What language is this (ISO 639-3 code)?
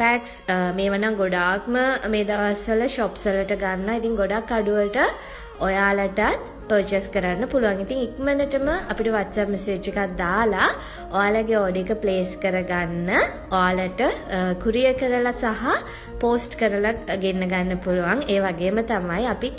sin